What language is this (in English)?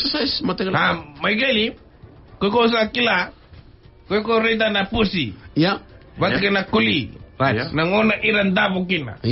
Fijian